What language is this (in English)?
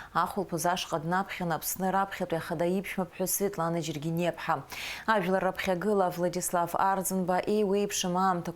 Abkhazian